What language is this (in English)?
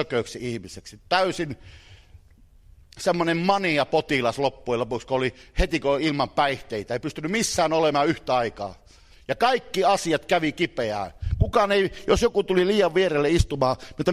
Finnish